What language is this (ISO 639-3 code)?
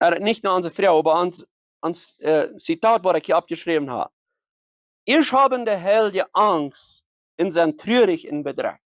pdt